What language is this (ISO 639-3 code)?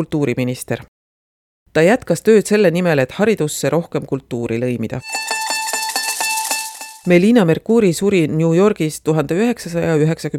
est